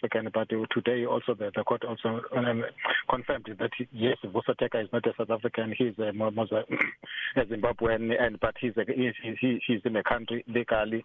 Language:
English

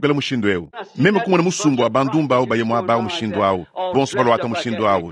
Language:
Luba-Lulua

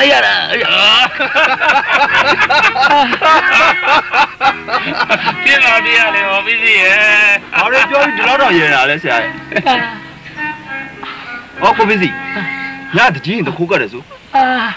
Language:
Burmese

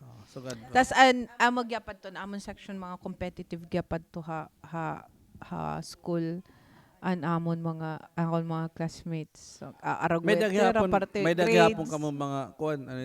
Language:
Waray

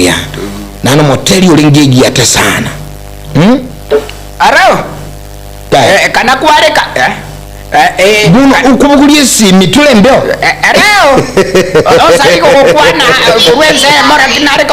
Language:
Gusii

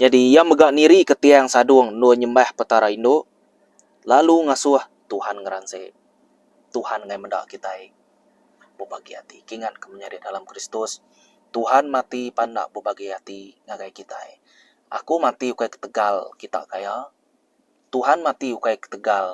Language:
Iban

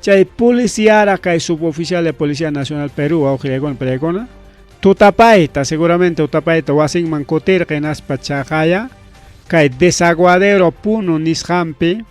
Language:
Ayacucho Quechua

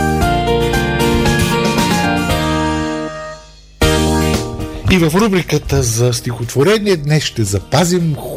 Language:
Bulgarian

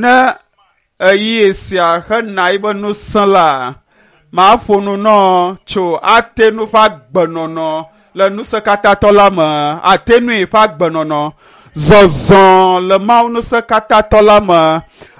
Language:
Ewe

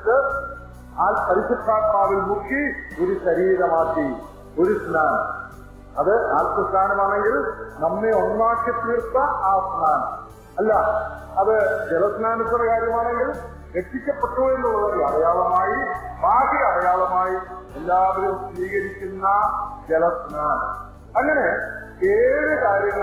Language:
Malayalam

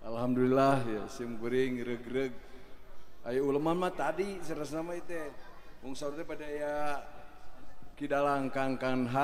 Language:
Sundanese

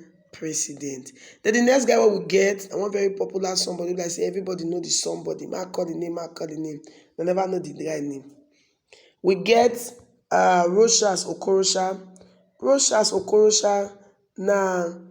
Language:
Nigerian Pidgin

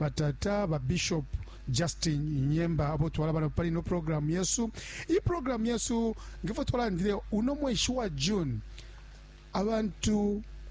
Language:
Bemba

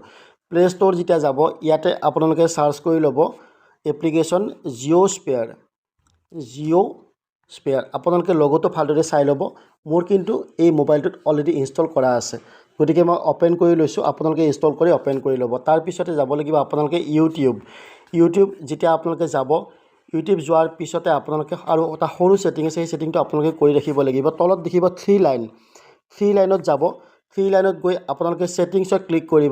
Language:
Assamese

